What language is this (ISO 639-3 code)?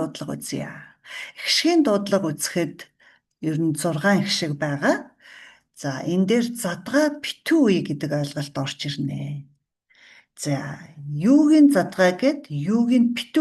mon